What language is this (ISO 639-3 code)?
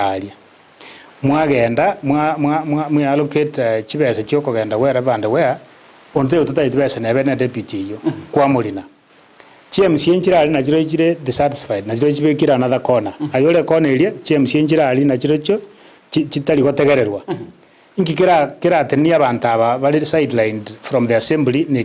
guz